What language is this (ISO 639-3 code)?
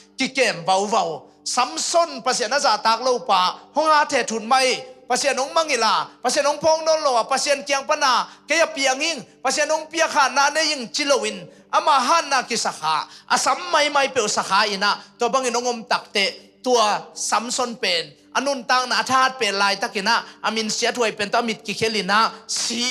ctd